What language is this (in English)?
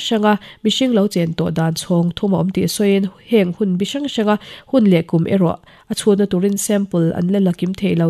Mizo